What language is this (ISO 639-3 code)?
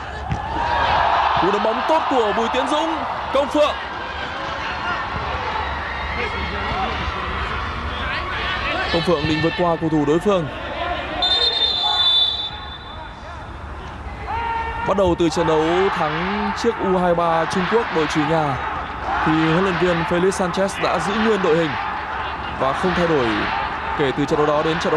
vie